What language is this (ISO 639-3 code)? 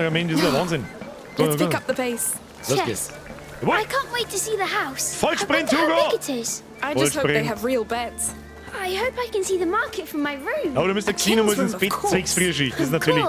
bar